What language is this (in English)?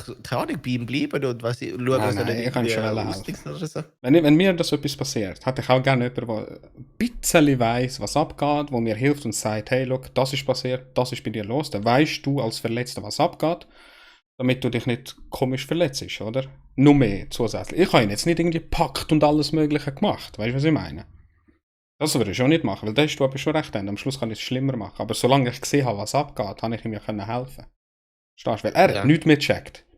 Swiss German